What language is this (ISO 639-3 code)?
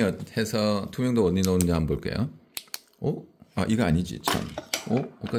kor